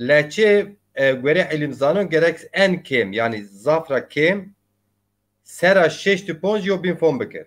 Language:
Zaza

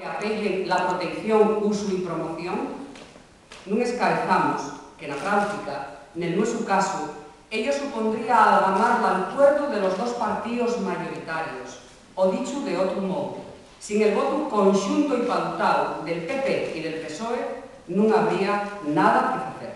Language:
Asturian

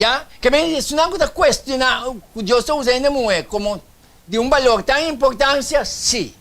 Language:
Papiamento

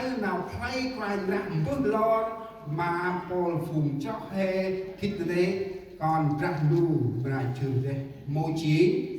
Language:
Central Mnong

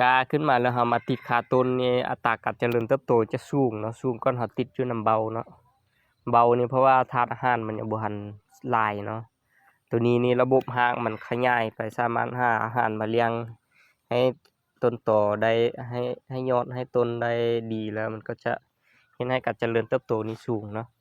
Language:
Lao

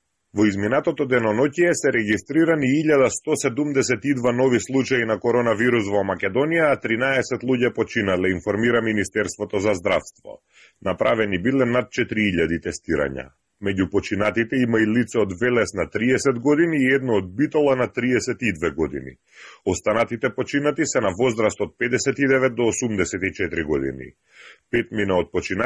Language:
Macedonian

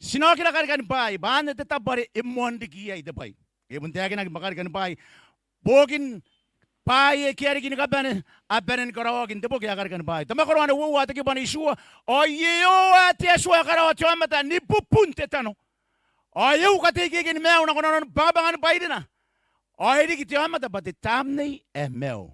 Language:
Gilbertese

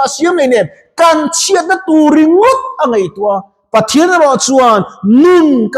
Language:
Mizo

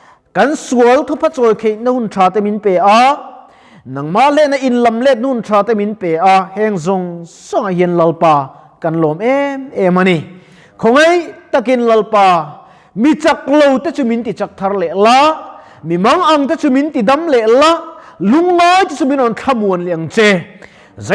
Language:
Mizo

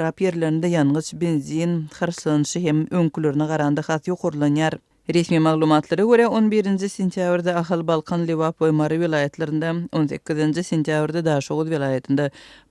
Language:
Turkmen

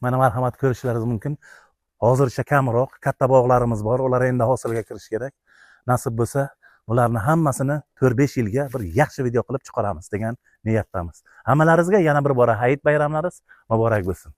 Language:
Uzbek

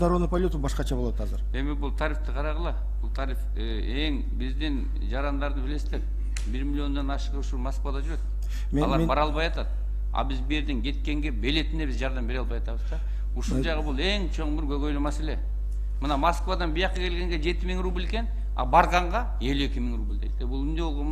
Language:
Kyrgyz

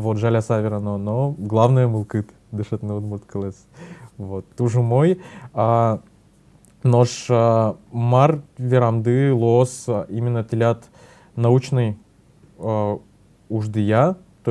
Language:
Udmurt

